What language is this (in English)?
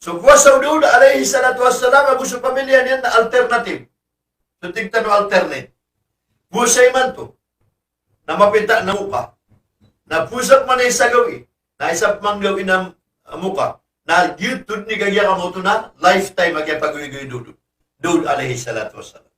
Maranao